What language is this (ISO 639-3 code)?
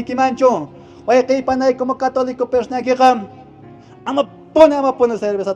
que